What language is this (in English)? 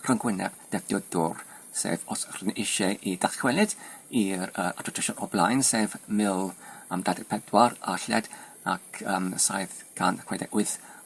Welsh